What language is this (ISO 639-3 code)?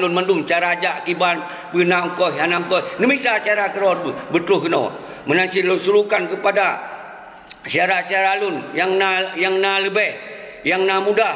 ace